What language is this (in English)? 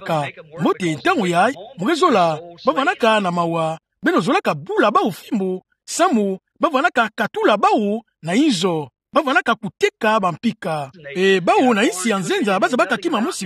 Kituba (Democratic Republic of Congo)